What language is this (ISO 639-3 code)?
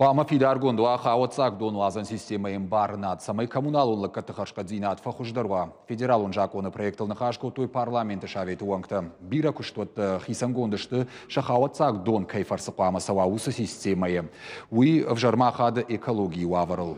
oss